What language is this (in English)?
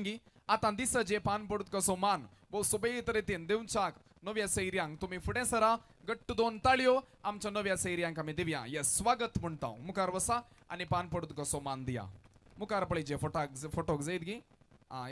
Konkani